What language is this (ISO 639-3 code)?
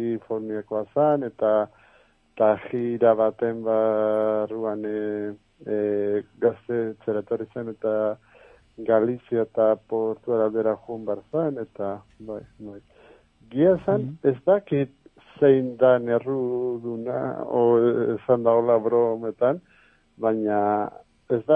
eus